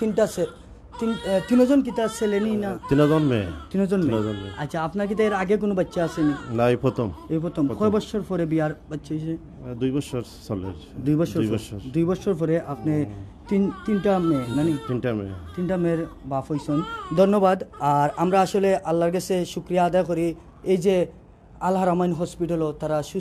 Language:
Sylheti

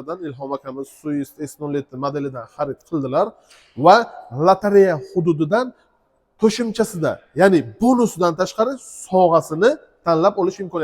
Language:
Uzbek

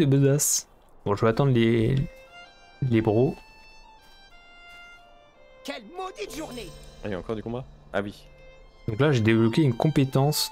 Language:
French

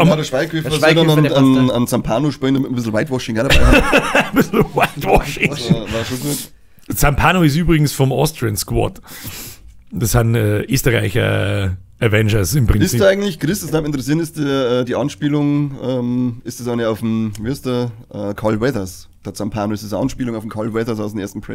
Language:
Bavarian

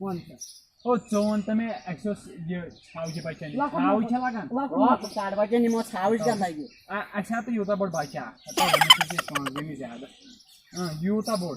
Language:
Kashmiri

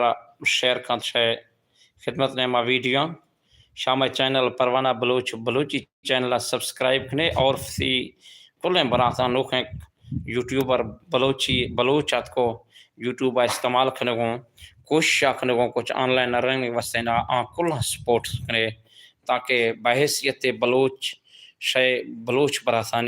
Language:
Baluchi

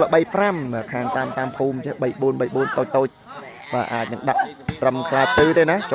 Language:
Khmer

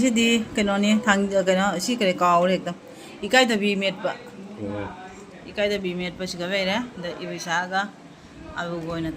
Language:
Manipuri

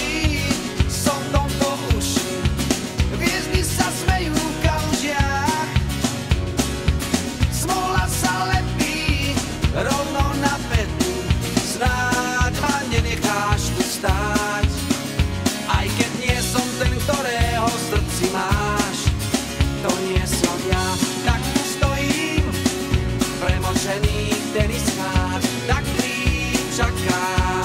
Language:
Slovak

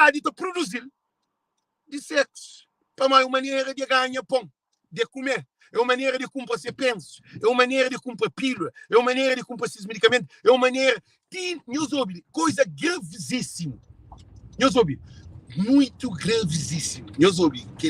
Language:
Kabuverdianu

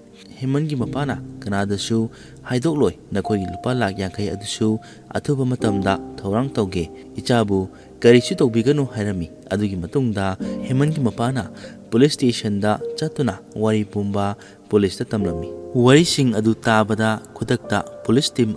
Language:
Manipuri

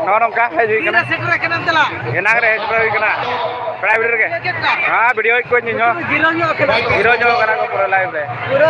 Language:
Santali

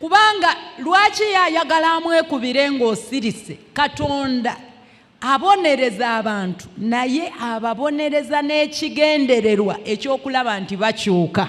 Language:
Ganda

